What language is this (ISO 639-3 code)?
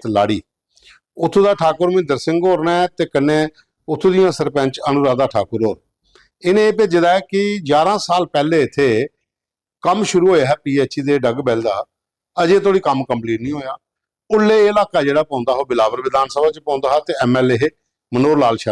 doi